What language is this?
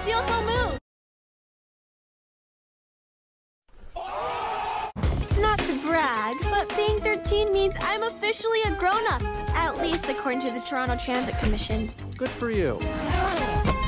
English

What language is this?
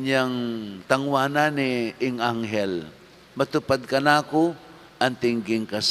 Pampanga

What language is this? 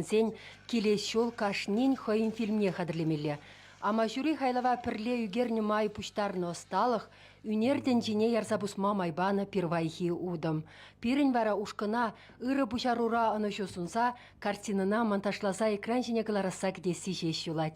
Chuvash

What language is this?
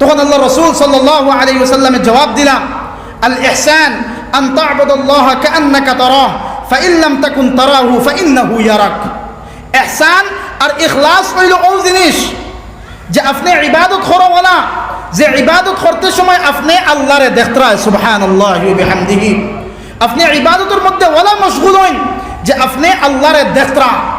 Sylheti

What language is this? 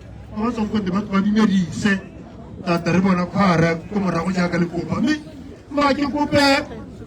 Tswana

